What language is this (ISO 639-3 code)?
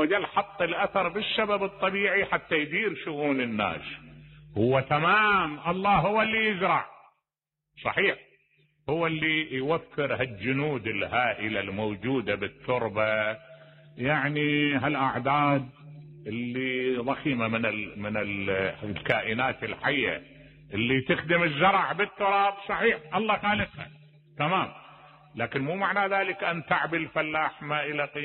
acm